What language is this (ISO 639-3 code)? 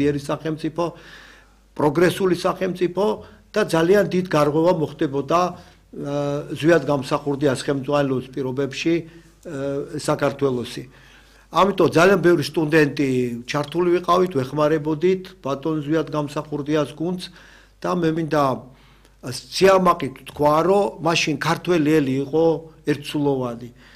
kat